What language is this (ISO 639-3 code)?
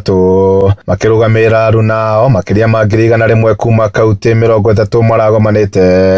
kik